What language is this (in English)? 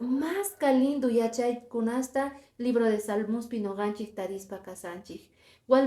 Quechua